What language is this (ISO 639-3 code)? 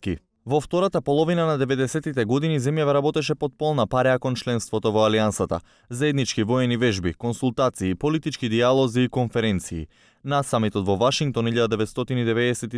mkd